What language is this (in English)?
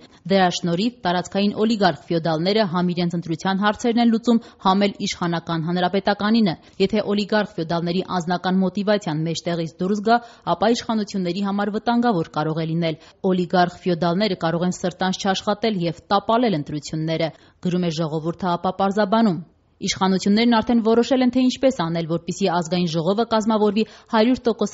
Armenian